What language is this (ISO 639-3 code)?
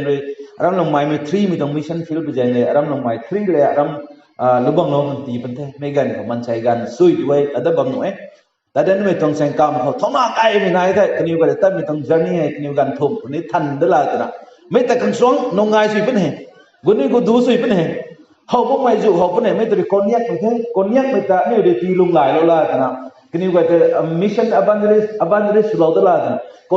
nbu